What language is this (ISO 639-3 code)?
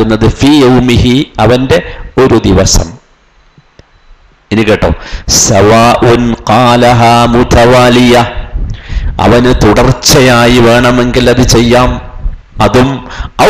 mal